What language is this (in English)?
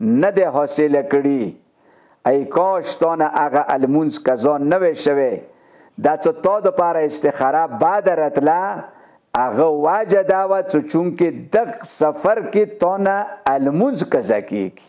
Pashto